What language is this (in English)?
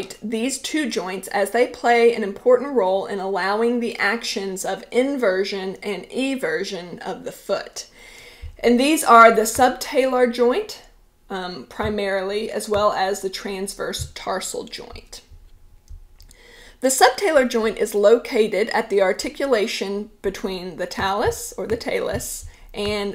English